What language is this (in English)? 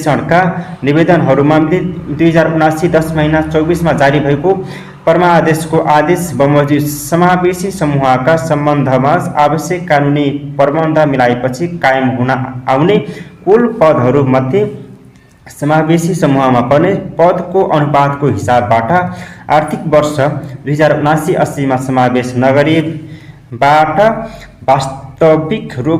Nepali